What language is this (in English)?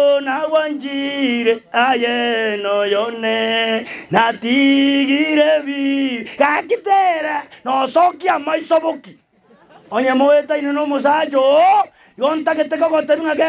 Gusii